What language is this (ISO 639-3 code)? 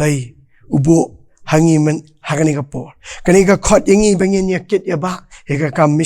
kha